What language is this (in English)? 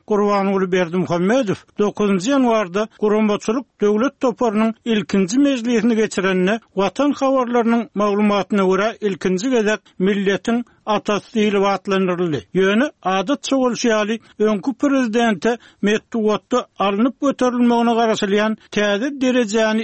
Turkmen